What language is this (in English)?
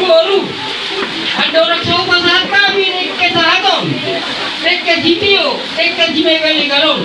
Batak Toba